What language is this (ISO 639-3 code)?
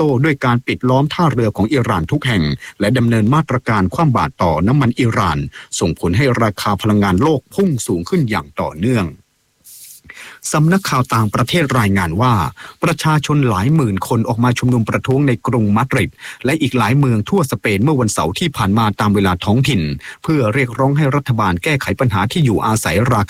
tha